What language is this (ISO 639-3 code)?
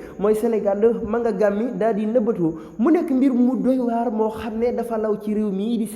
wol